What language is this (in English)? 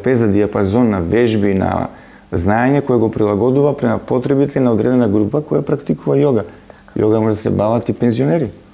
Macedonian